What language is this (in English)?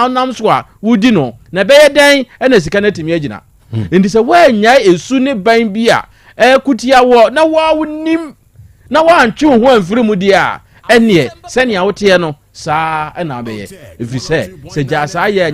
Akan